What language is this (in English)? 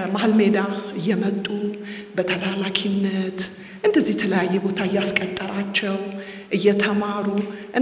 Amharic